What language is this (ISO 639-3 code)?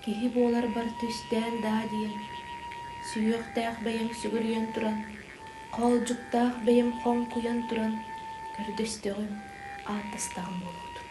sah